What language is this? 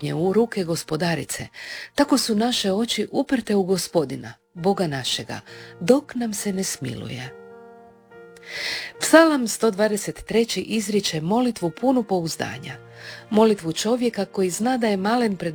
Croatian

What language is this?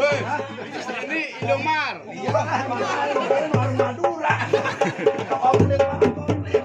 Betawi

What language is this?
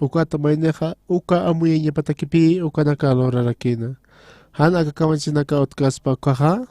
Aymara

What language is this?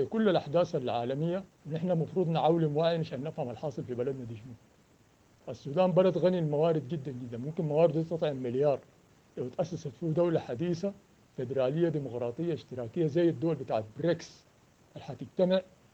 Sudanese Arabic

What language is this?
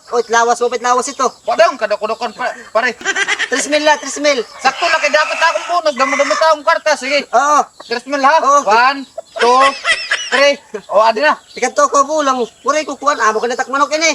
Waray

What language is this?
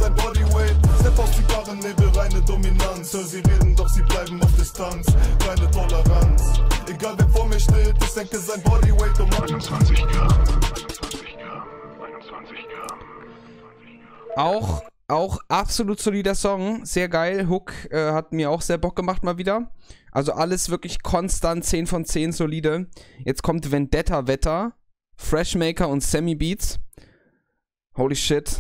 German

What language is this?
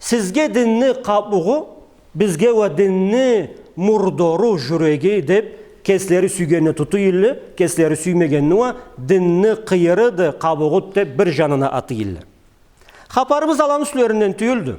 Karachay-Balkar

